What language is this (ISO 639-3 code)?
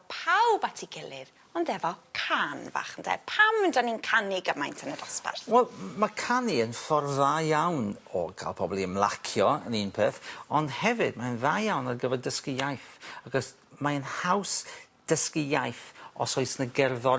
cym